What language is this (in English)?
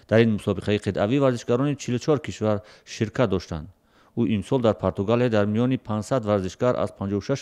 Tajik